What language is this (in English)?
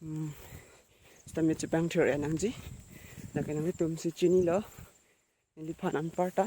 Karbi